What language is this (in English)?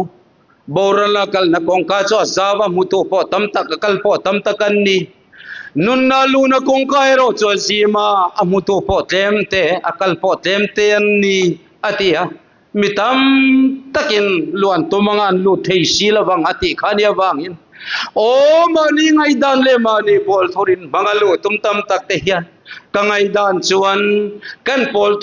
Mizo